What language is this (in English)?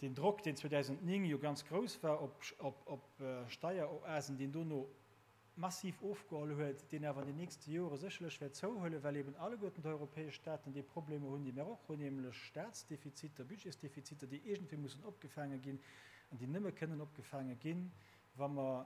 Luxembourgish